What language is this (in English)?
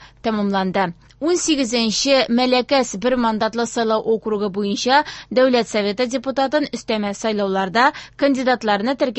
Tatar